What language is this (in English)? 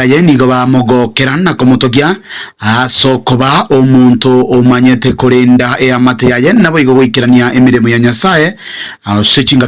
Gusii